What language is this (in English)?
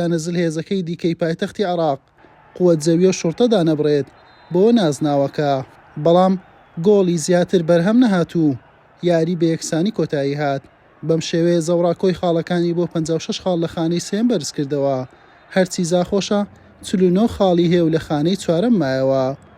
Central Kurdish